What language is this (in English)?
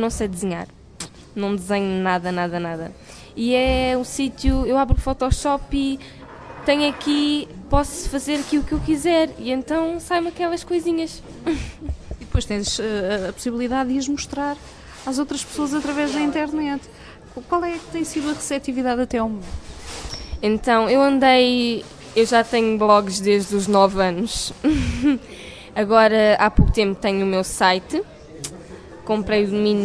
Portuguese